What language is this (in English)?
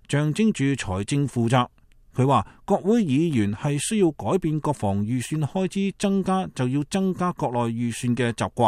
Cantonese